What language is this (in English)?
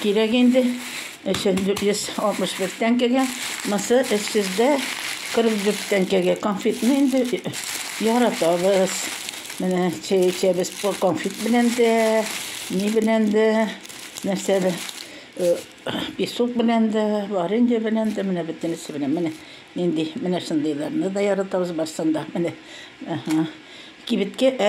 Tatar